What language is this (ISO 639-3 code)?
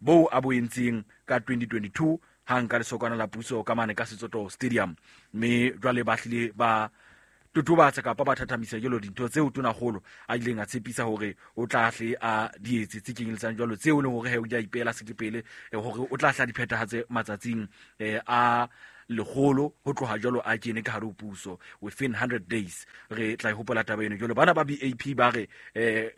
sot